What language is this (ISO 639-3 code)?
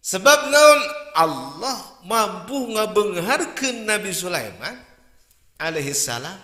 sun